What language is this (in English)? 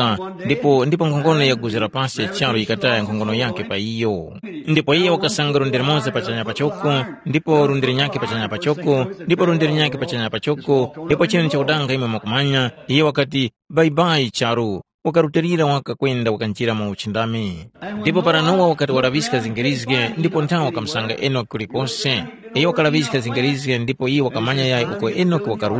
Tumbuka